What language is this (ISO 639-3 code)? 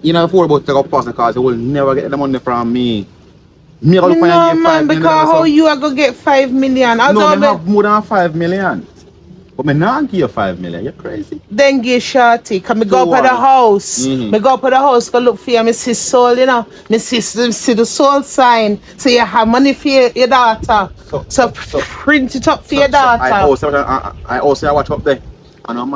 jam